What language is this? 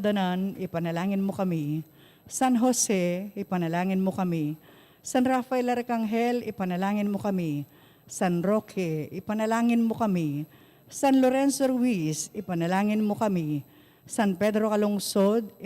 Pampanga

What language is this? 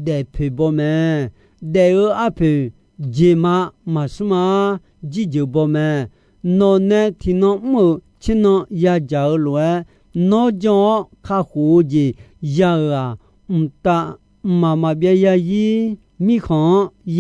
Akha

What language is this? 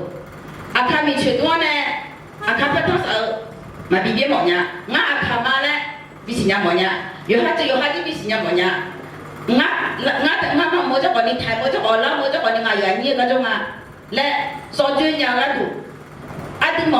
Akha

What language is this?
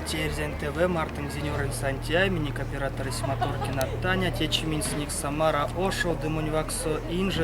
Erzya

